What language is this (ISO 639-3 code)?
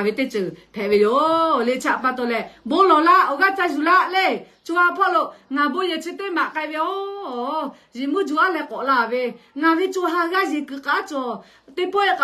lhu